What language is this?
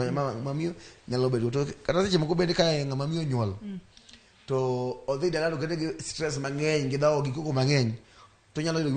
Luo (Kenya and Tanzania)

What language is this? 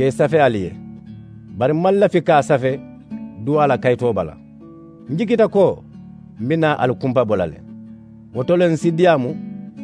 Mandingo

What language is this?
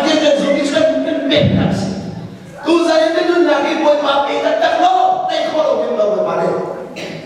Hakha Chin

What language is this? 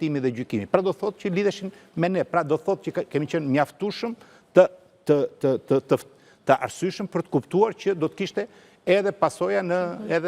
Albanian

